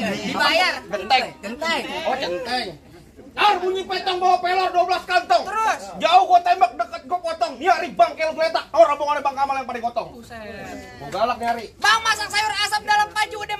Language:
Betawi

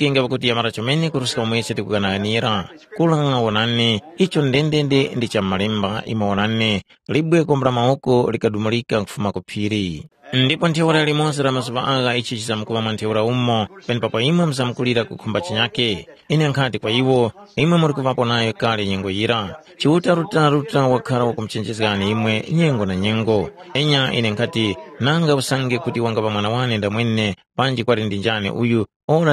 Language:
Tumbuka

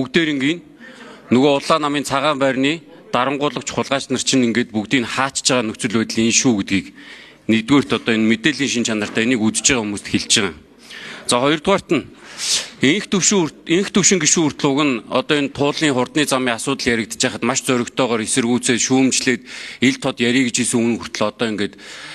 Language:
Mongolian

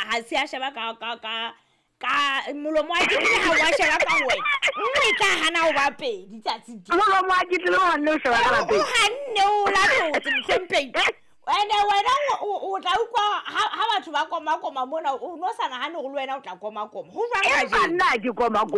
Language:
Southern Sotho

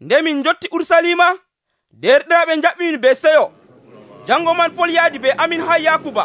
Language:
Nigerian Fulfulde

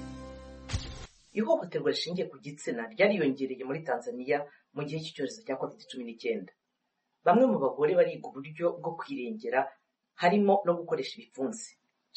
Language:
Kinyarwanda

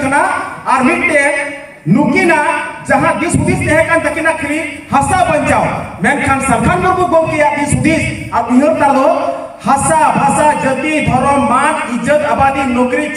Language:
Santali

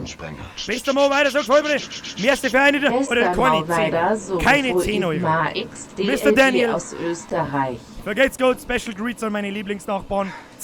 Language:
Bavarian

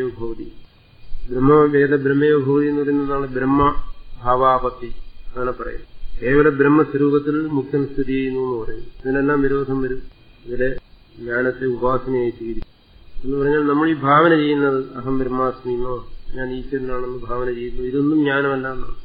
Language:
Malayalam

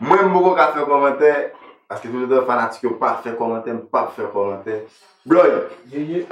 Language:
Haitian Creole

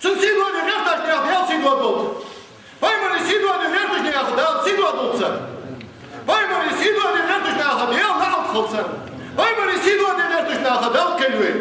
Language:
Ingush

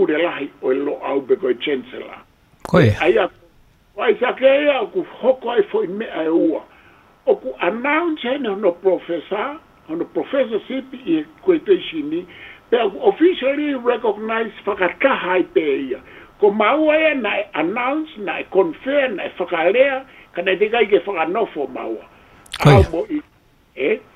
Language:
Tongan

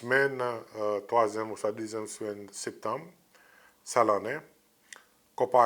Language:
Seselwa Creole French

